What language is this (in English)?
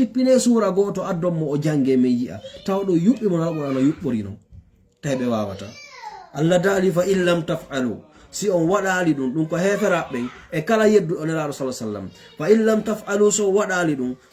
Fula